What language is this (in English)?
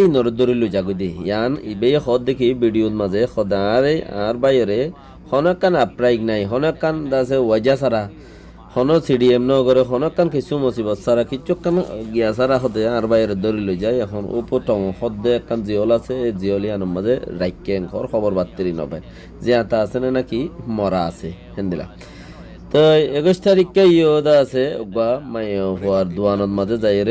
Rohingya